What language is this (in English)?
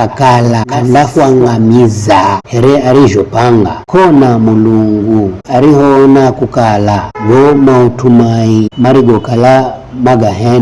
Giryama